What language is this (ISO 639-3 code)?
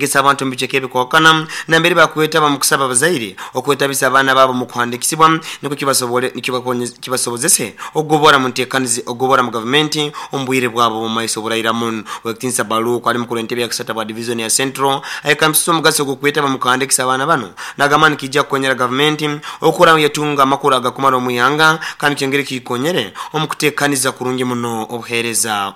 nyo